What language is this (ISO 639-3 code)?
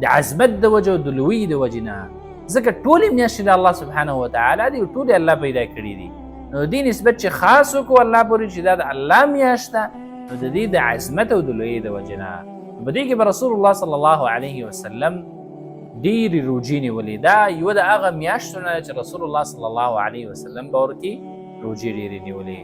pus